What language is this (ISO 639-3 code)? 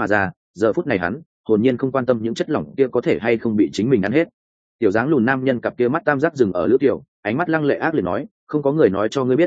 vie